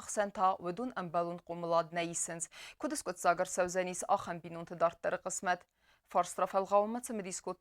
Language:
Ossetic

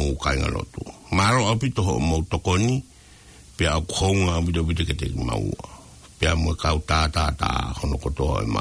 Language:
Tongan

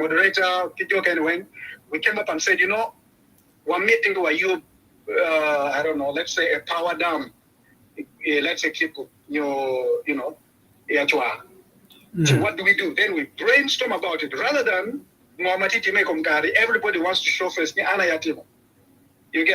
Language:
Acoli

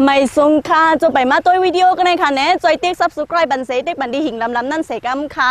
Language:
Shan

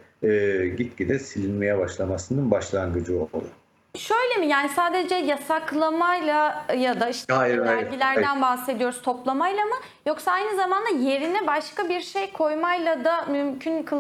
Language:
Turkish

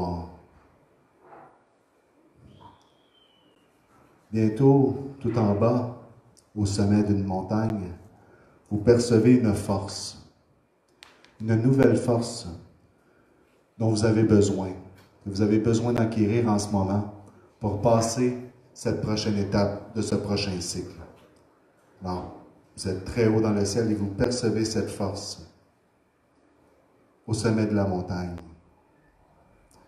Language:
French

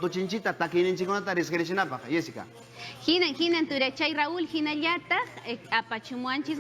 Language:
Quechua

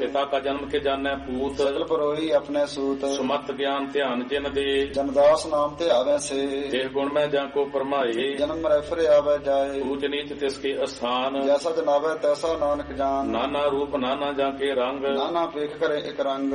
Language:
Punjabi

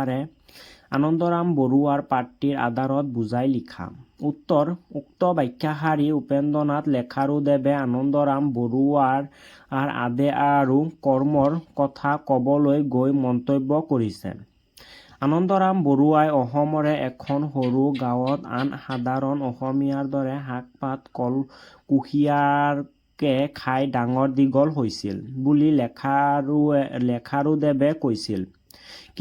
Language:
Assamese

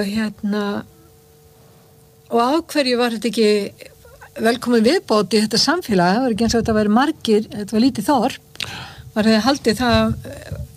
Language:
Icelandic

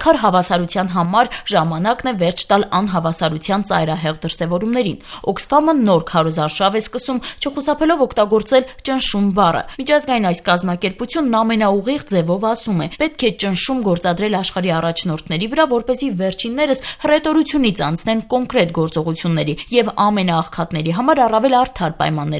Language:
Armenian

